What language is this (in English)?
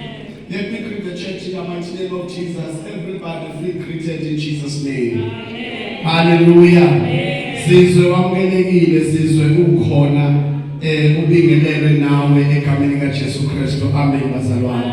Zulu